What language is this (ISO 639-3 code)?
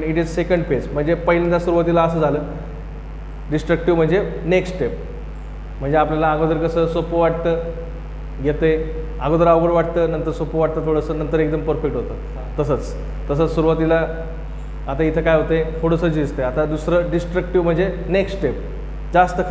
mar